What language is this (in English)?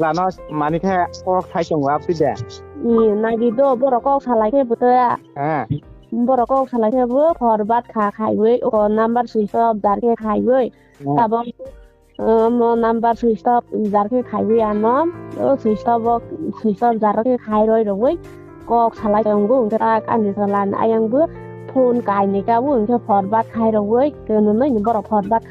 Kok Borok